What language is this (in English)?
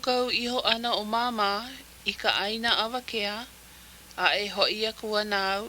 Hawaiian